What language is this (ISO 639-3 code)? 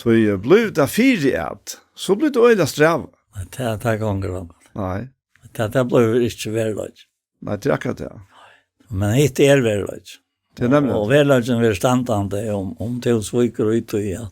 fao